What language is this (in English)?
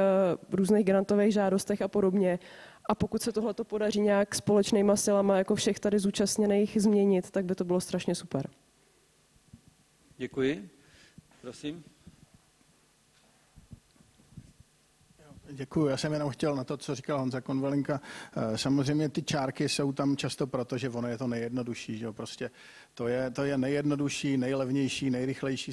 Czech